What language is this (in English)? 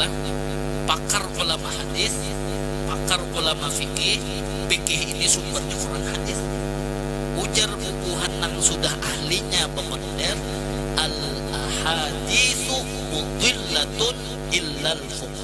Banjar